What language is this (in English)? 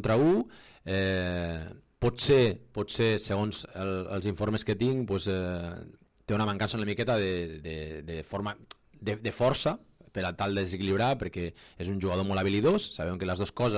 Catalan